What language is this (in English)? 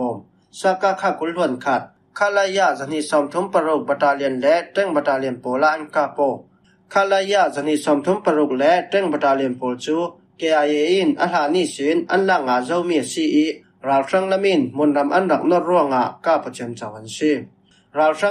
Falam Chin